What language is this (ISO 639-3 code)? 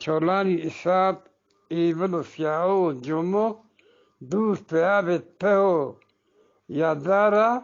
bgp